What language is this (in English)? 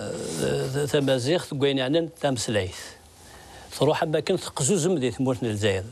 Kabyle